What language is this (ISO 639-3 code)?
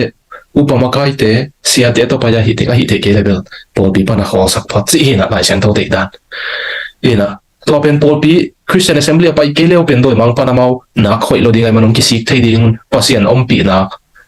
ctd